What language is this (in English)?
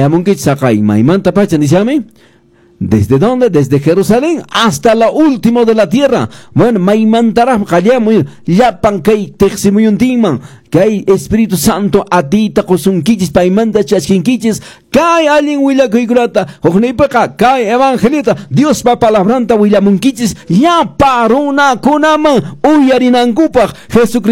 Quechua